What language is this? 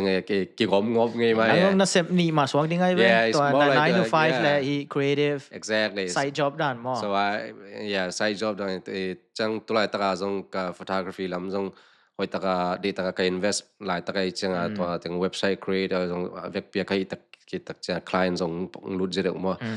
Tedim Chin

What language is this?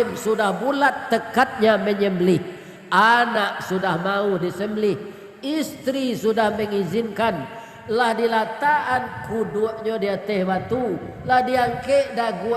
Minangkabau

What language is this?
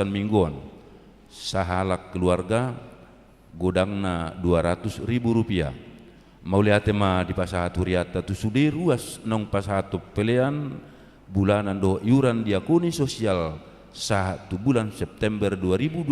Batak Toba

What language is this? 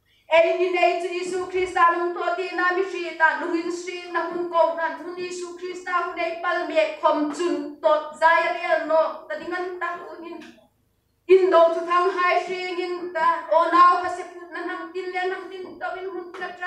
Hmar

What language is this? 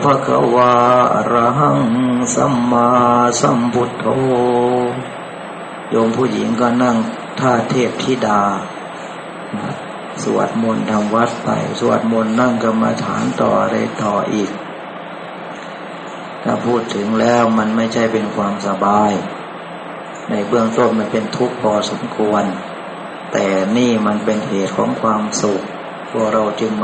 Thai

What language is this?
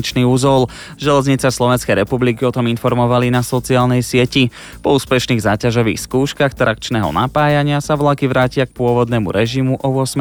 Slovak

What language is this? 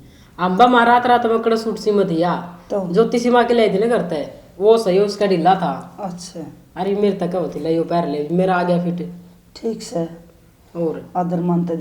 Haryanvi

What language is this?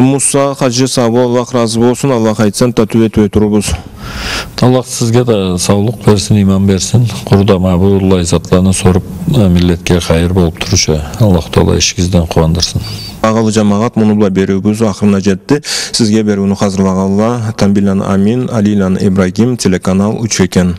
Karachay-Balkar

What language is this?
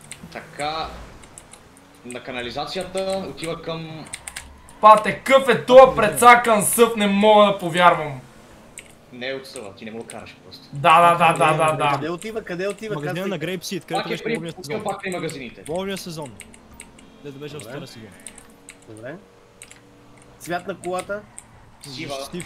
Bulgarian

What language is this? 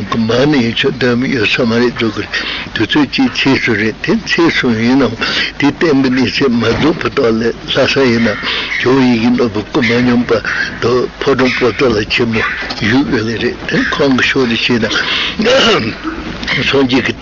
Tibetan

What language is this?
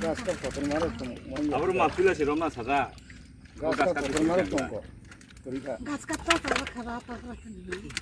Kok Borok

